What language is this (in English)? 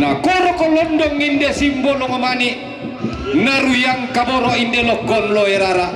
Toraja-Sa'dan